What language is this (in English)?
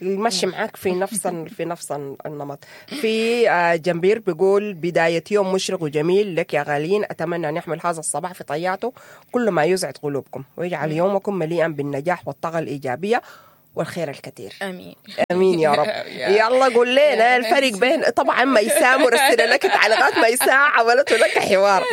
Sudanese Arabic